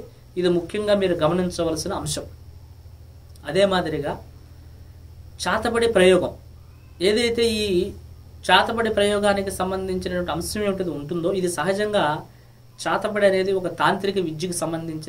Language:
Telugu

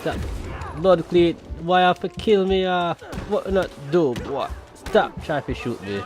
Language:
Jamaican Creole English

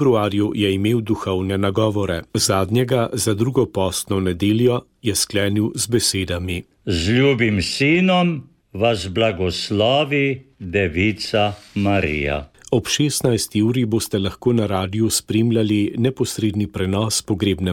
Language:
Slovenian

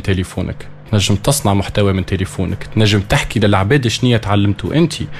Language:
Tunisian Arabic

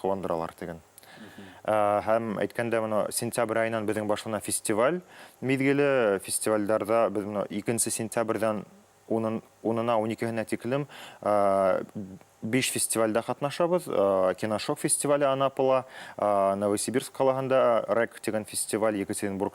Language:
Bashkir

